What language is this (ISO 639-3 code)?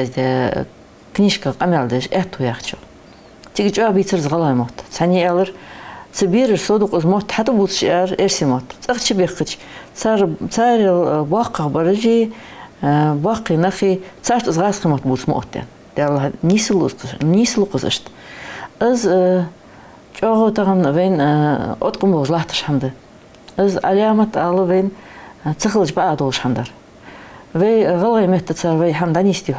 inh